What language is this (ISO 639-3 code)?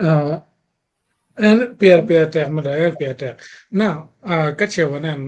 ach